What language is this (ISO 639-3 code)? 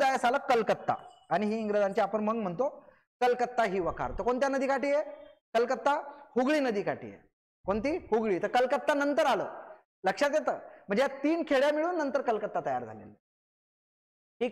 mar